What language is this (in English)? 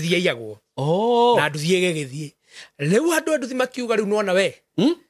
Kikuyu